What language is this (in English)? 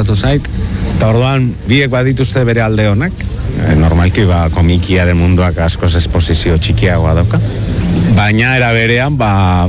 Basque